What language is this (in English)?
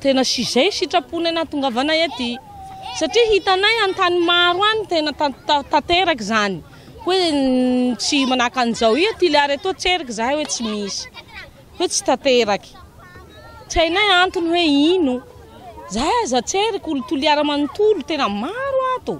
Malagasy